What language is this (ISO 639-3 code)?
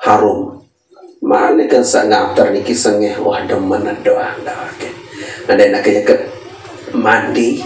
sas